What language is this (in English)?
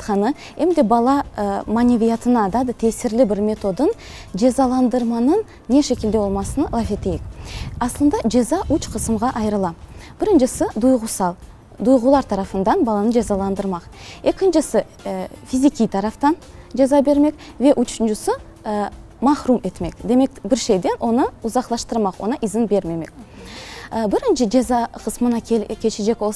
Crimean Tatar